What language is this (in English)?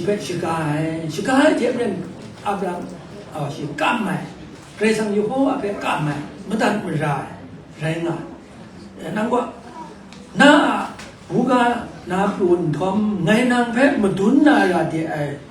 Kachin